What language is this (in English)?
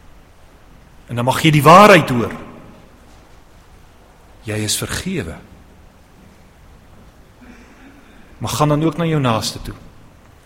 Afrikaans